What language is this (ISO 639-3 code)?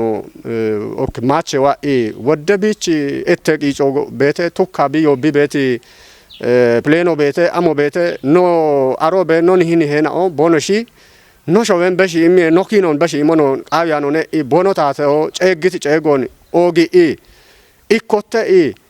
kbr